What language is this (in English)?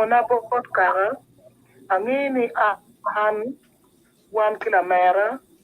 Acoli